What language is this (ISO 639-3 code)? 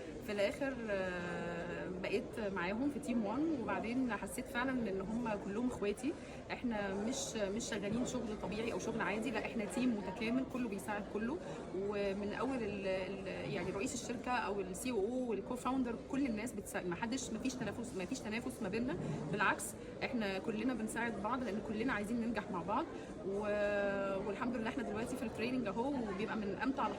arz